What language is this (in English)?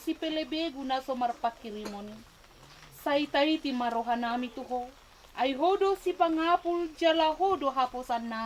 Batak Toba